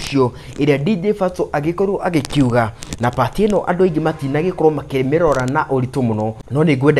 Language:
Kikuyu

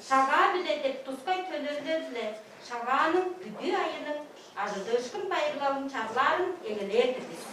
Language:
Tuvinian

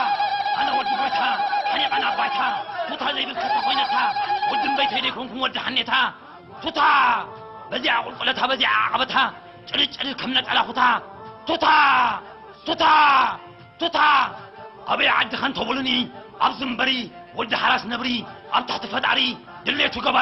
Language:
Tigrinya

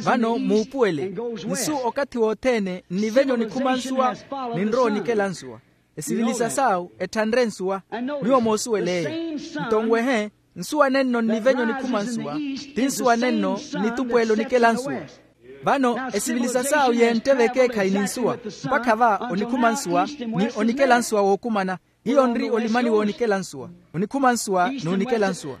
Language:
Makhuwa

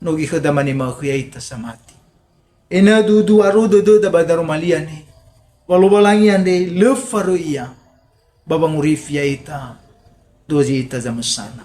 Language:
Nias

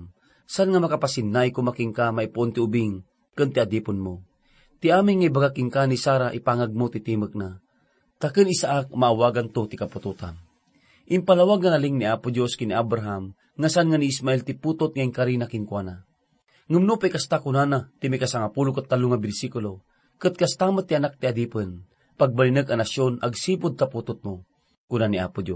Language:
Iloko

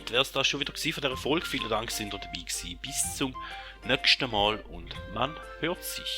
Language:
Swiss German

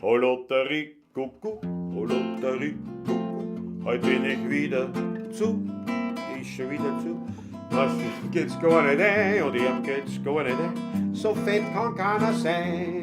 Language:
Bavarian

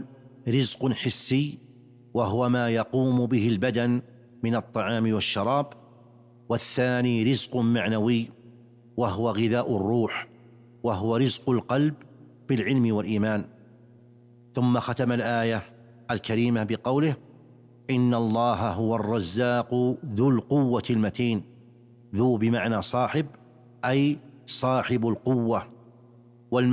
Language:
Arabic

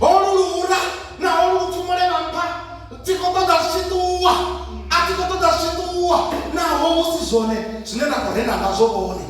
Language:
Venda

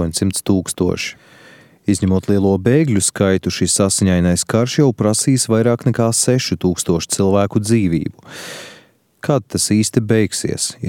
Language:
Latvian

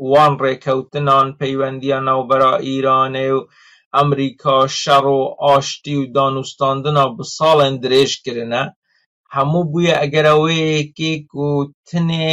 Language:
Kurdish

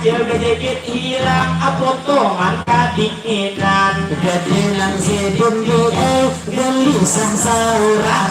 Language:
Banjar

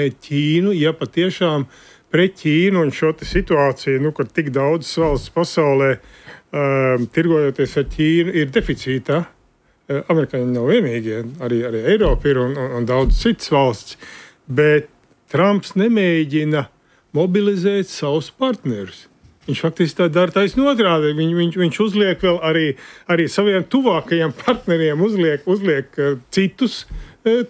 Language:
Latvian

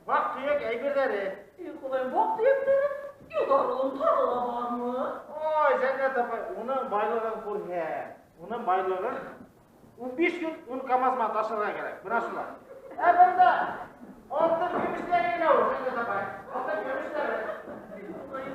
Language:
Bashkir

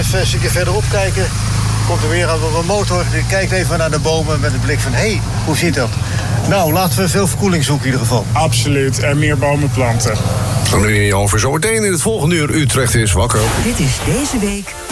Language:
Dutch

